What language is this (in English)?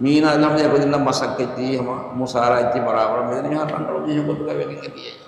Divehi